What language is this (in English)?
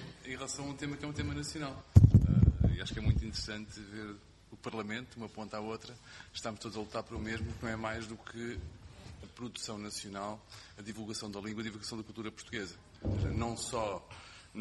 Portuguese